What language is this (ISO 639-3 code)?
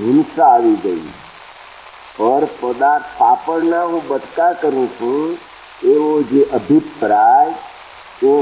guj